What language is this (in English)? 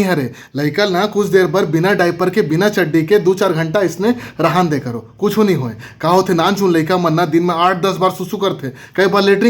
Chhattisgarhi